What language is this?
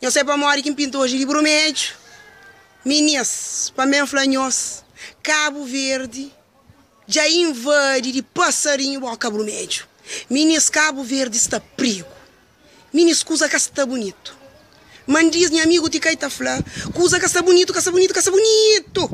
Kabuverdianu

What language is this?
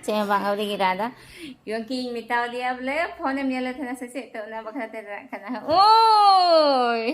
Santali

